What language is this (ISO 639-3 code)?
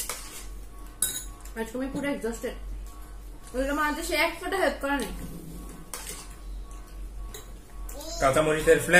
ben